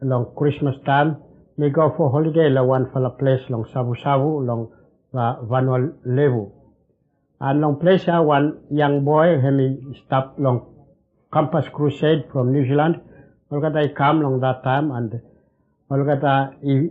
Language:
Bislama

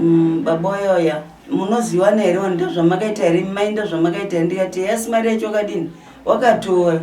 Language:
Shona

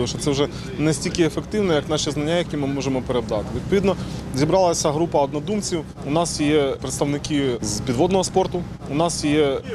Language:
Ukrainian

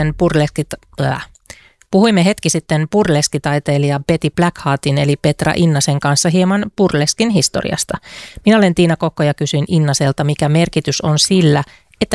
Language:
Finnish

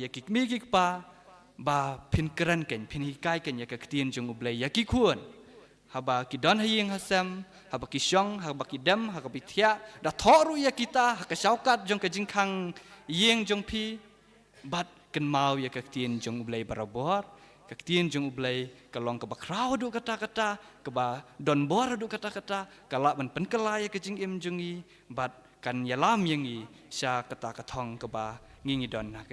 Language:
Khasi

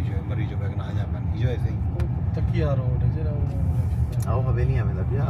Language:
Saraiki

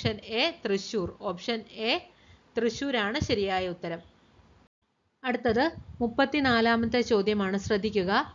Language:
Malayalam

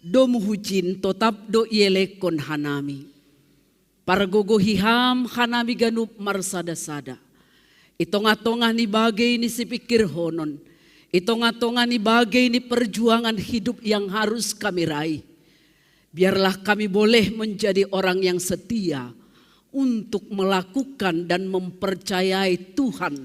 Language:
Batak Simalungun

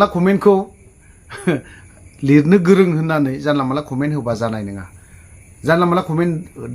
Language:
Bodo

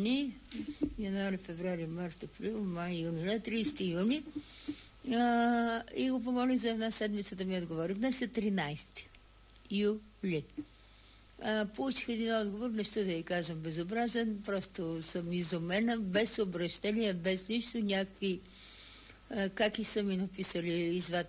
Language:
Bulgarian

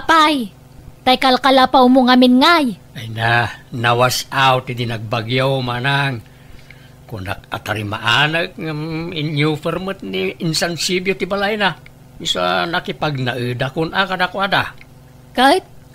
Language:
Iloko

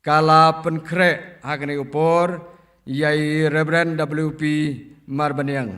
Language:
Khasi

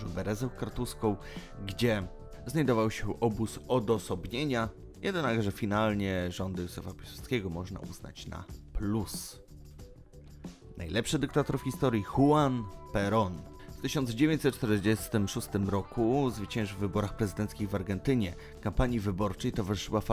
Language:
Polish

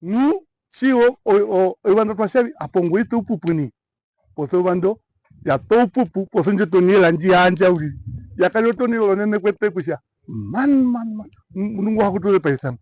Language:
Herero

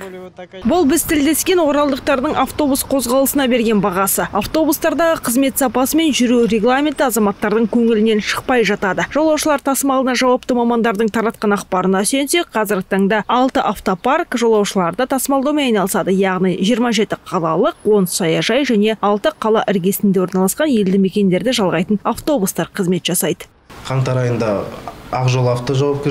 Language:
Kazakh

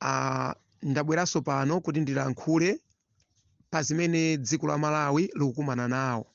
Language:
Nyanja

